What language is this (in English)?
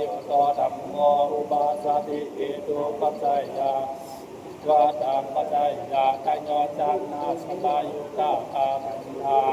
Pali